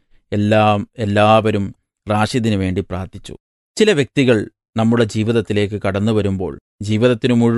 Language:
Malayalam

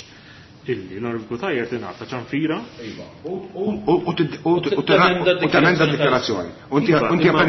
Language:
Maltese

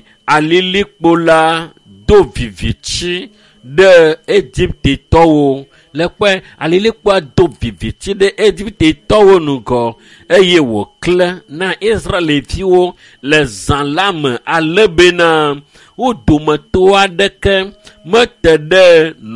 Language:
Ewe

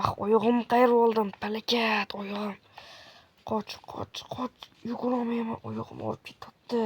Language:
Uzbek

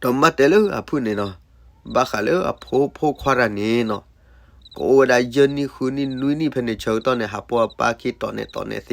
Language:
S'gaw Karen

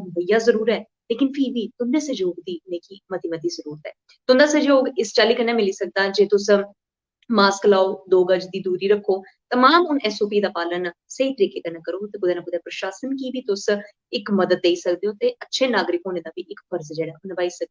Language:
Dogri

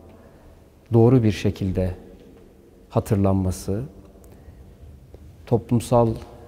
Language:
Turkish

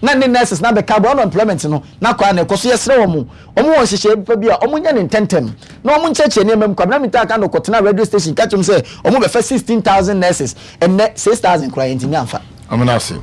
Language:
Akan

